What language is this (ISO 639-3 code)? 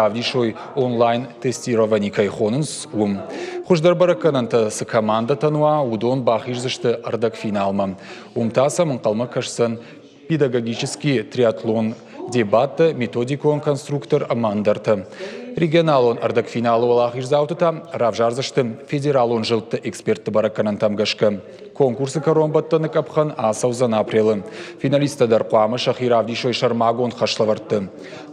oss